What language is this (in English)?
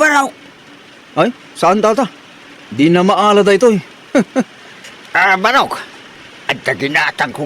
Iloko